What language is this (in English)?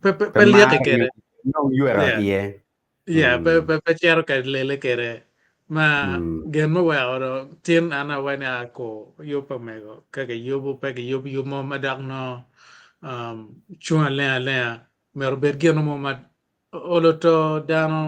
Acoli